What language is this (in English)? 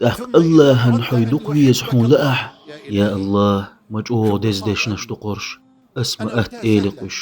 Chechen